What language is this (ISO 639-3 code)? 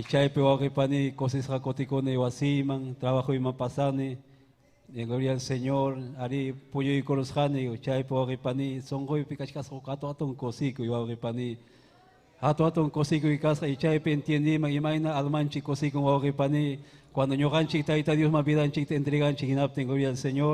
quy